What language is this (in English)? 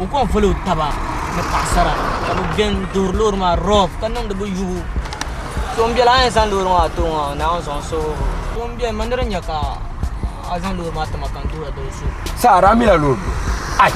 Dagbani